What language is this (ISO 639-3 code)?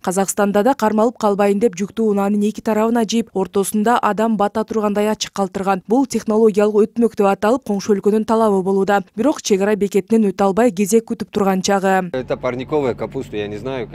kir